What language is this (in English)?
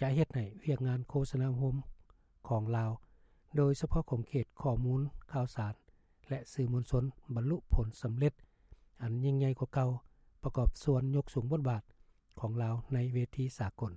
Lao